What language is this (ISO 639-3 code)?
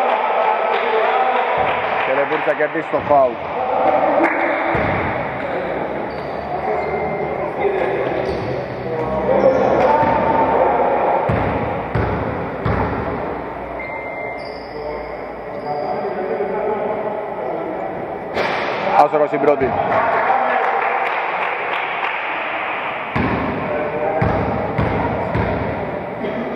ell